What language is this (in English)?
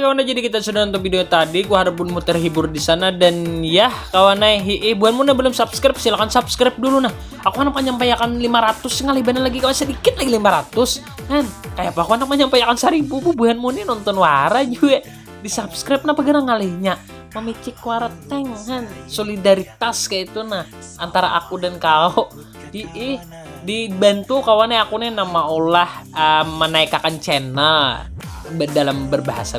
Banjar